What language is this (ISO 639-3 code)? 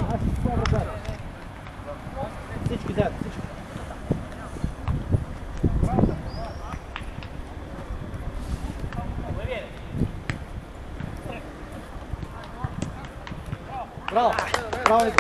bul